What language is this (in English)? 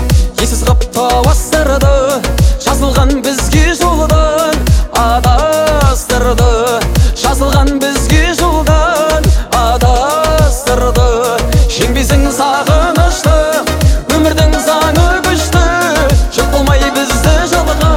Kazakh